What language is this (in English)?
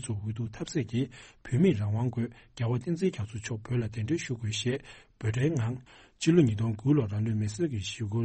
Tibetan